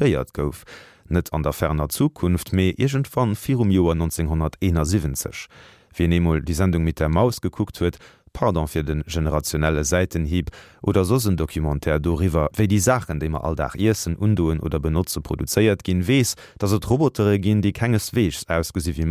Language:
Luxembourgish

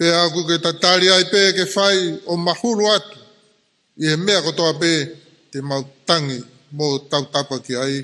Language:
Tongan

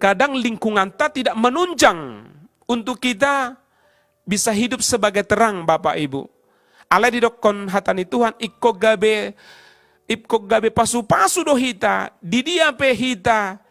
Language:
Batak Toba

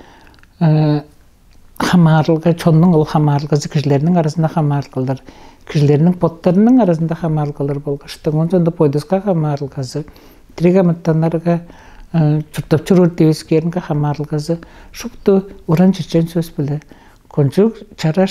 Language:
Tuvinian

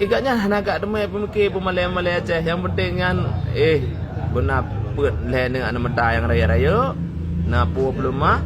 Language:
Achinese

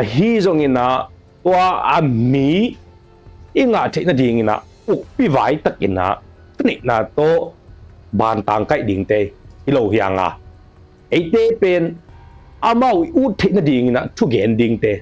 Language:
Tedim Chin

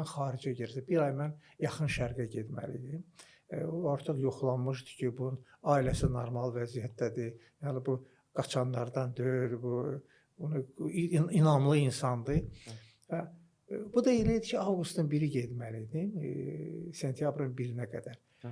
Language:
Azerbaijani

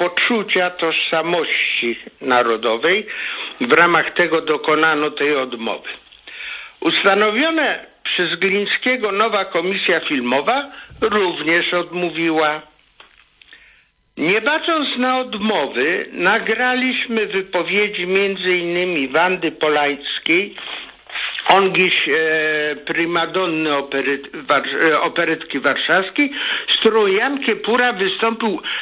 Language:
Polish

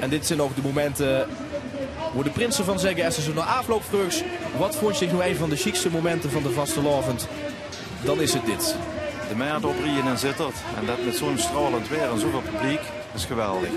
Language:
Limburgish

